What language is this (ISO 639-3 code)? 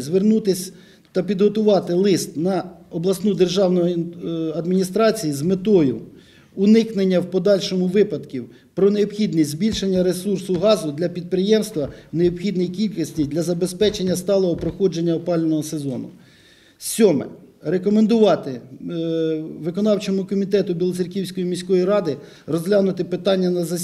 ukr